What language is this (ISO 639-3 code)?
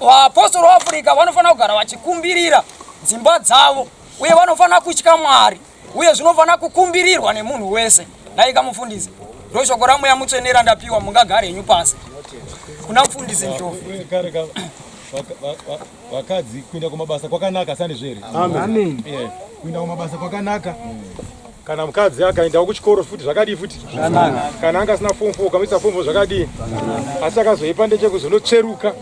sna